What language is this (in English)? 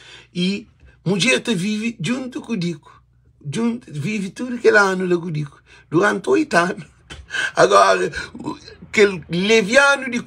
Kabuverdianu